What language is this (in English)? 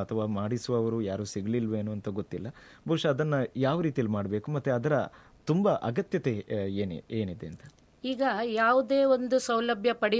Kannada